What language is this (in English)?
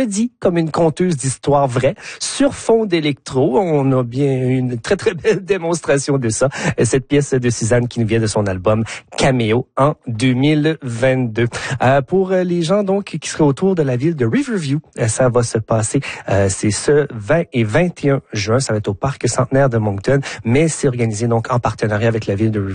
French